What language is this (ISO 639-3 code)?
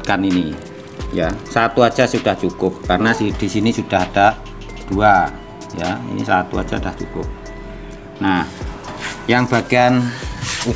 ind